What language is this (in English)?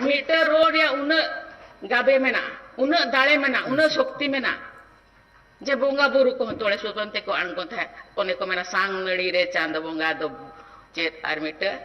Santali